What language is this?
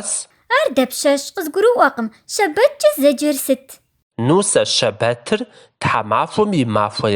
Kabardian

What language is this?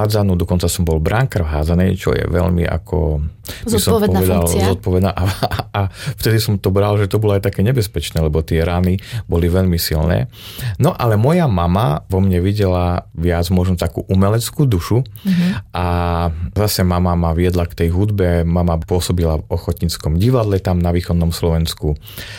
Slovak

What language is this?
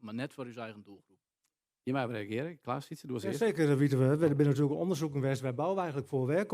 Western Frisian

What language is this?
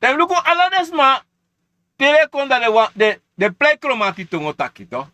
Sranan Tongo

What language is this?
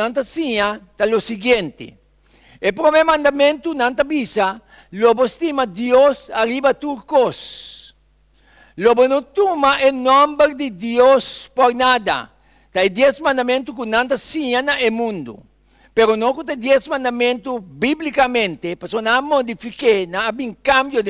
Papiamento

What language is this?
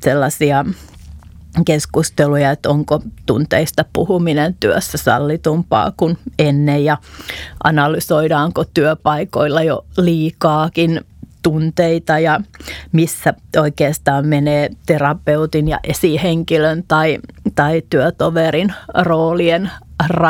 Finnish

